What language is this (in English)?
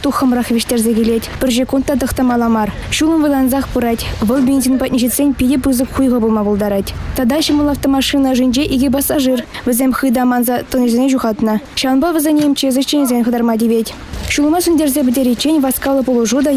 Chuvash